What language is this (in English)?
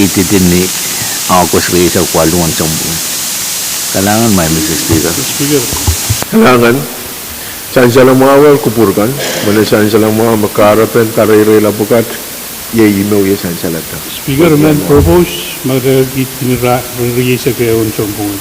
Pohnpeian